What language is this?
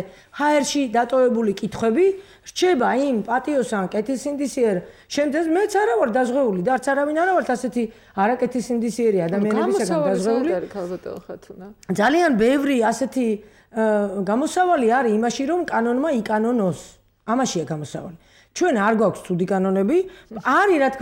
Georgian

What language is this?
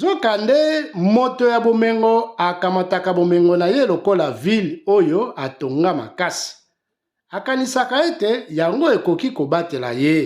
Lingala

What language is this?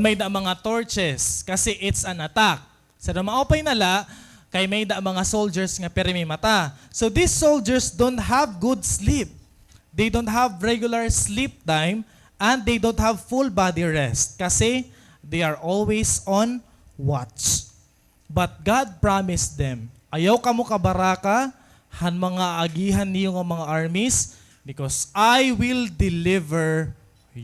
Waray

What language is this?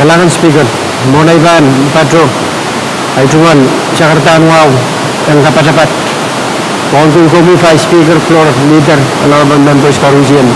Pohnpeian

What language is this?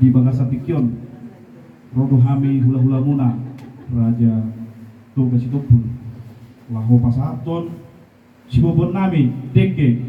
Batak Toba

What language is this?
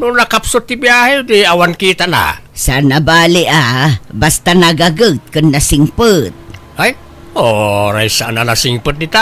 Iloko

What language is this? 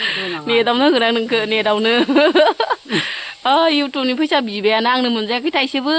Bodo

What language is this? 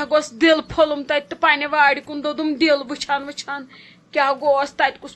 Kashmiri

